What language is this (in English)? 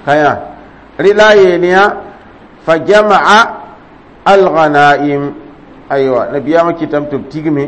Mossi